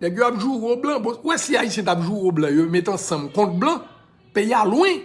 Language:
Haitian Creole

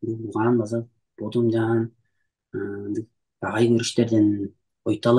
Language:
Tuvinian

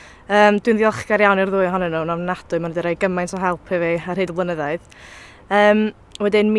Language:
Welsh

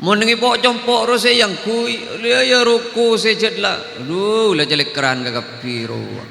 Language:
Madurese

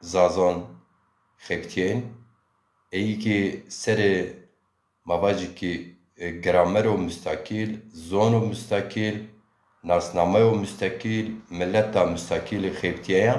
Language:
Zaza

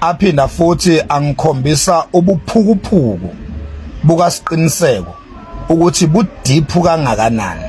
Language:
Zulu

